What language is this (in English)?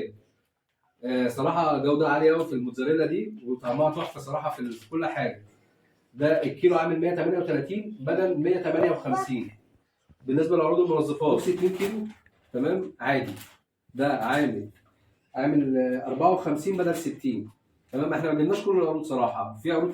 Egyptian Arabic